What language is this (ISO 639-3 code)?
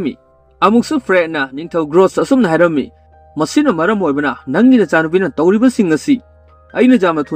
mni